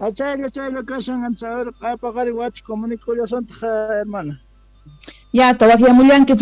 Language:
South Bolivian Quechua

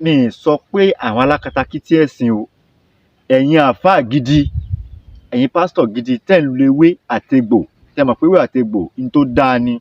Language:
Yoruba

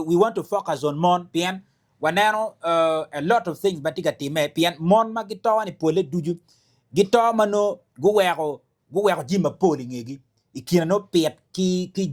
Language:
Acoli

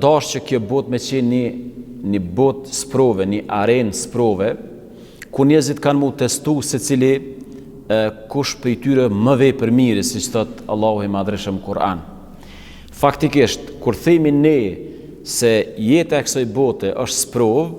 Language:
Albanian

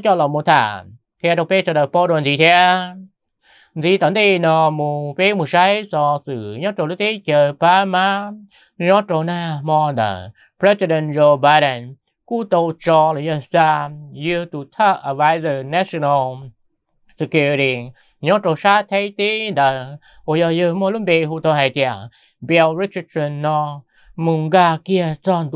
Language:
Vietnamese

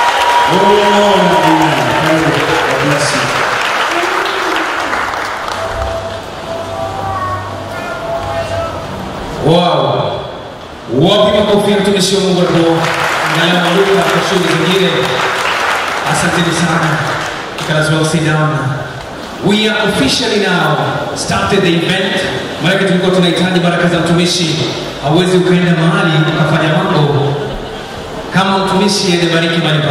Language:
Swahili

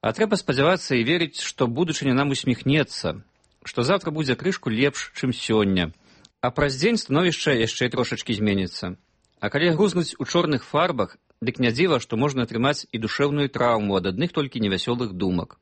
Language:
Belarusian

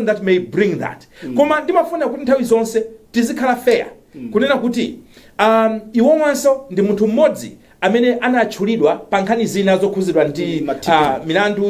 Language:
Nyanja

